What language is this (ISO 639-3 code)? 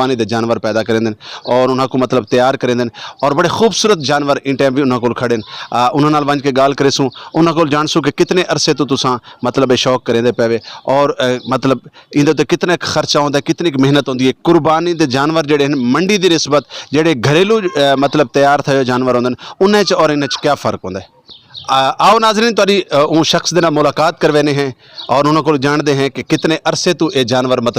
skr